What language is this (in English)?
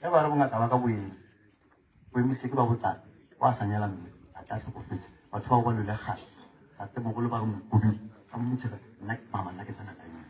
Northern Sotho